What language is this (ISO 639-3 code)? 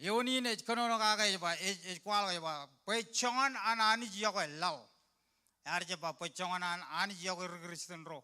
mah